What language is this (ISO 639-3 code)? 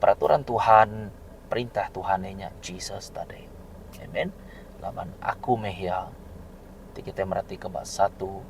iba